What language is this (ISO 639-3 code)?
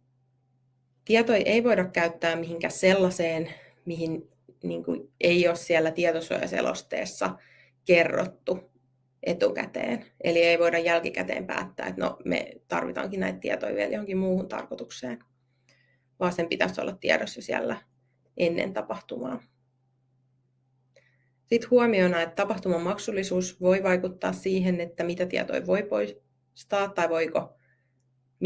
fin